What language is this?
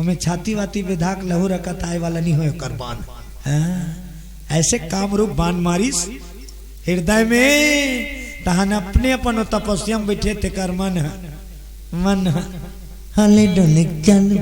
Chhattisgarhi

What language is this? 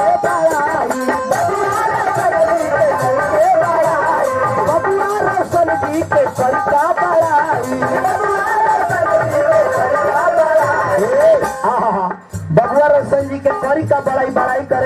Bhojpuri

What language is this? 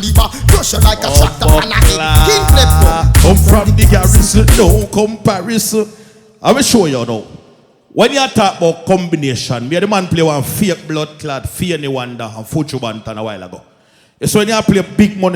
Jamaican Creole English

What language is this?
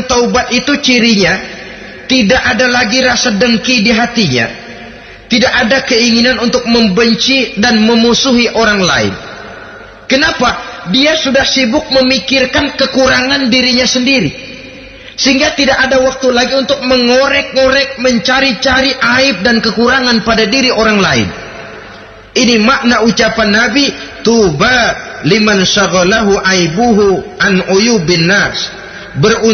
Indonesian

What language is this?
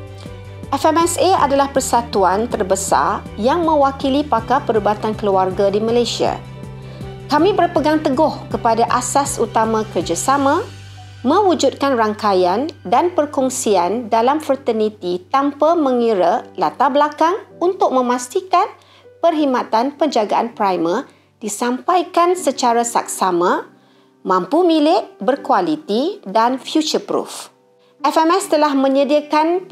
Malay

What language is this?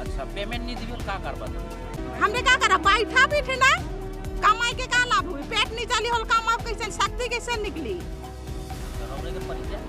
Sadri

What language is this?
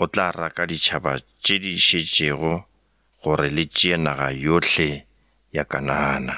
Northern Sotho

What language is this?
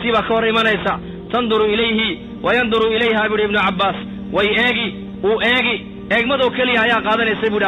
Somali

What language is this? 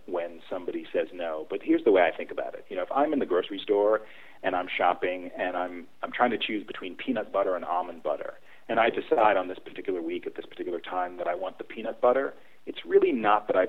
English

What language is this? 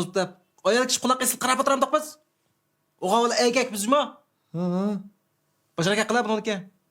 Uyghur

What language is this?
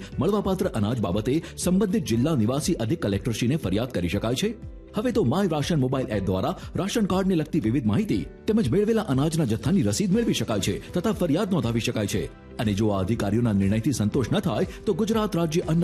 Gujarati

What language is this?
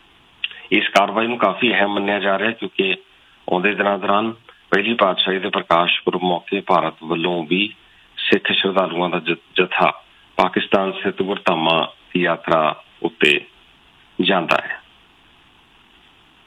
Punjabi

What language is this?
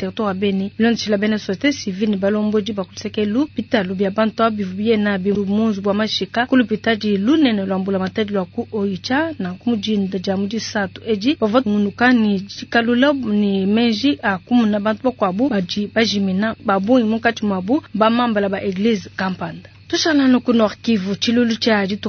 Luba-Lulua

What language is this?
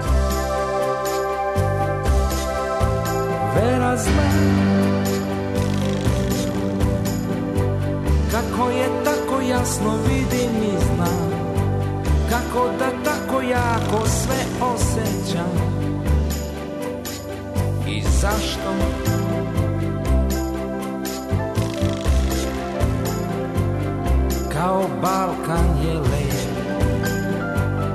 Serbian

